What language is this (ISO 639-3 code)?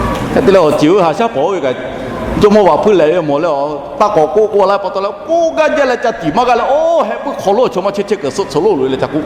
lhu